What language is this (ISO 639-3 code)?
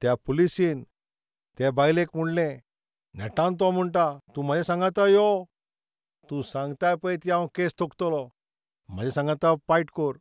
kok